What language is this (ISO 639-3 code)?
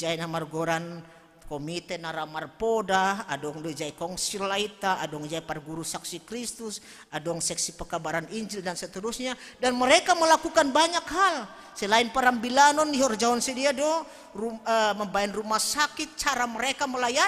bts